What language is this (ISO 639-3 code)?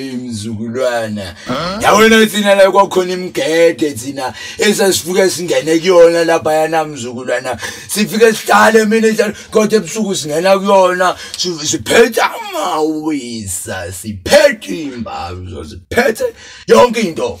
zul